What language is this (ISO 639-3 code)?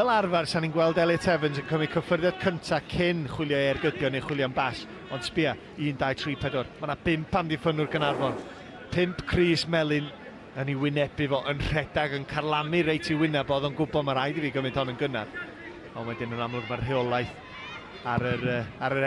cym